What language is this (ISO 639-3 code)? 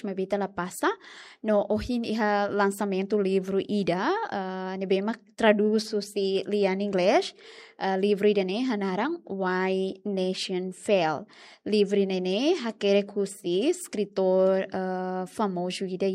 tet